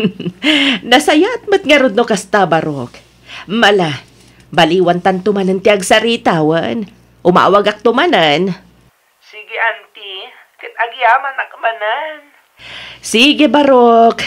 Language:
Iloko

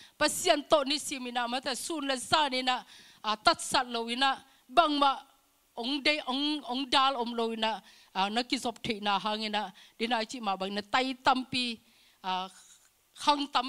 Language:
Tedim Chin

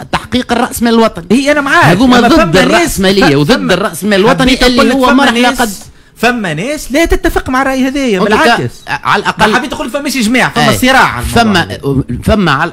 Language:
Tunisian Arabic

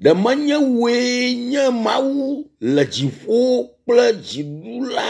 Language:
Ewe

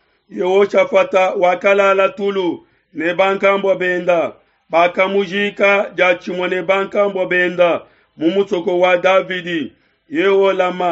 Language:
Luba-Lulua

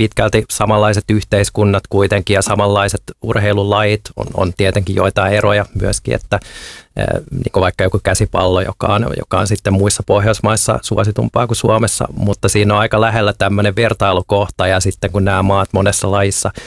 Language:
Finnish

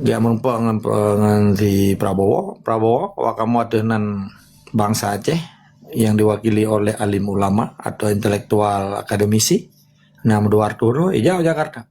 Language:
Achinese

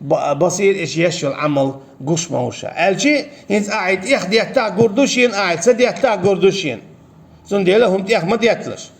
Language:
Chechen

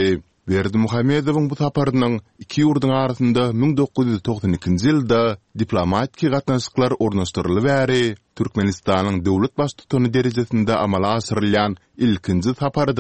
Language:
Turkmen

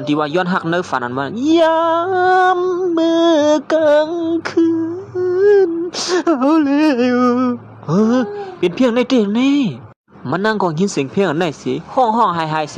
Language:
Shan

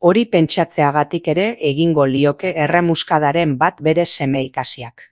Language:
Basque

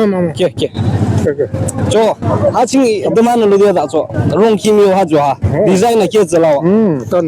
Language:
Naga Pidgin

